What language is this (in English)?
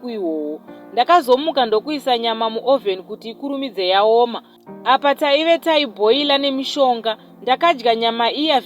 Shona